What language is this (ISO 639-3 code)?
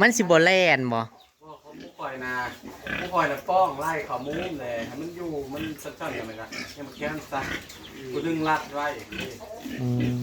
tts